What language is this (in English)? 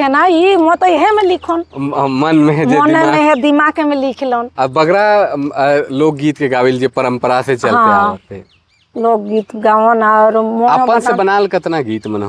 Sadri